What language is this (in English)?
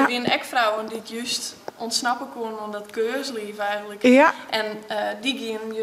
Western Frisian